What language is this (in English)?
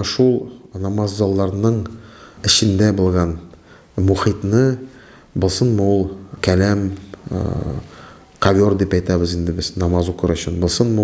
Tatar